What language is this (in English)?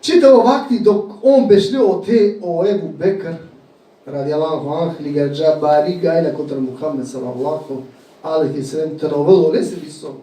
Balkan Romani